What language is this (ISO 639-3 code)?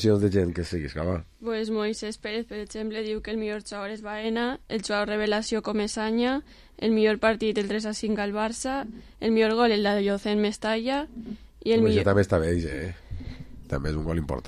cat